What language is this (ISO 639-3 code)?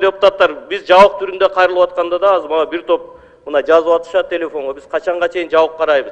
kir